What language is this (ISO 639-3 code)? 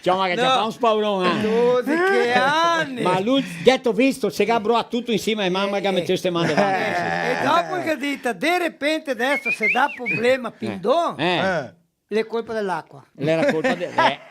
vec